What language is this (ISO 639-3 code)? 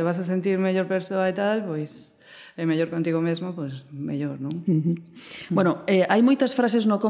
glg